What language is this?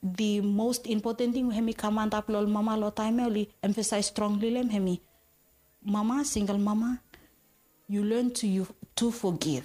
Bislama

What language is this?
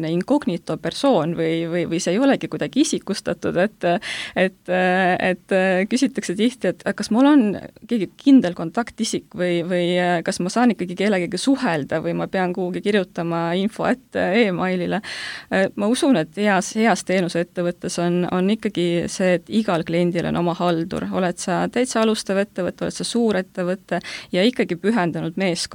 Estonian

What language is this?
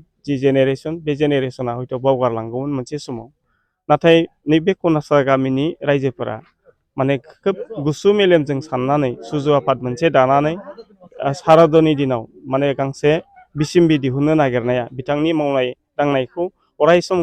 Bodo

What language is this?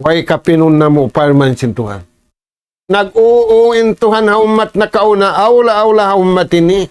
Tausug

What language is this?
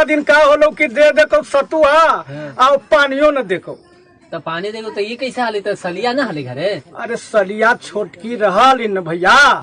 Magahi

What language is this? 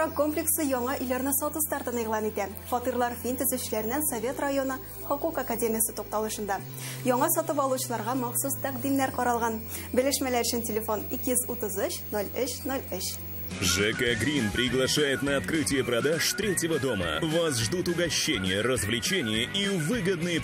Tatar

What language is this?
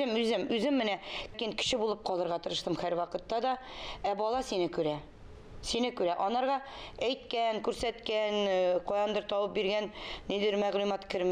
Tatar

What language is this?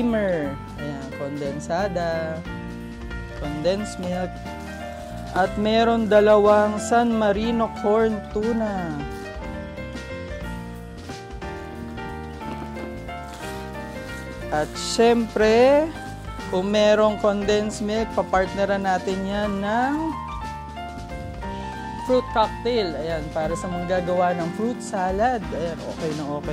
Filipino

